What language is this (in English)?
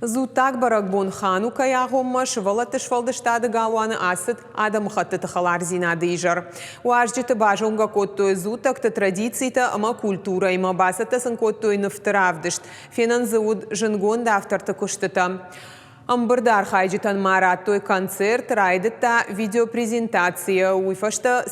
Ossetic